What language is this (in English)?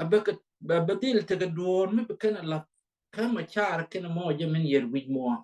Nuer